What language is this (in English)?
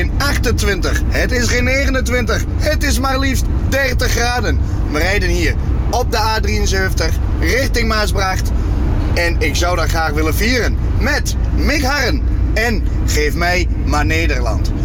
Dutch